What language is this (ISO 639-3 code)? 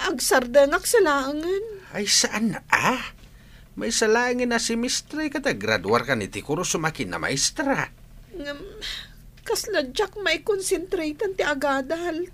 ilo